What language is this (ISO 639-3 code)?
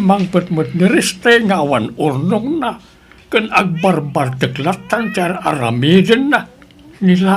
ilo